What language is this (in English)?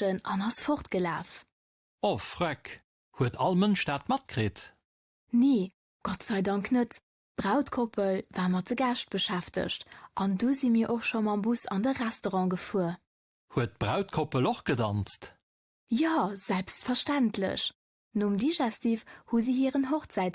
Luxembourgish